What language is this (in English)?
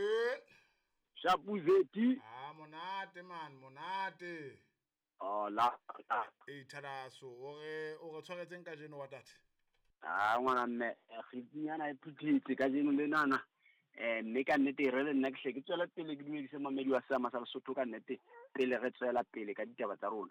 Southern Sotho